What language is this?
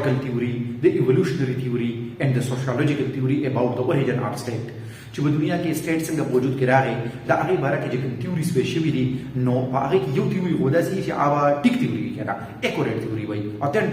Pashto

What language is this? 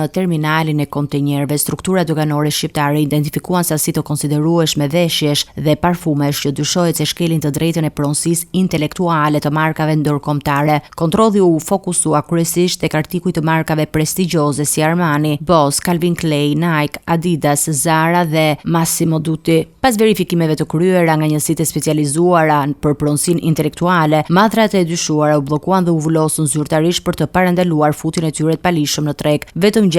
Albanian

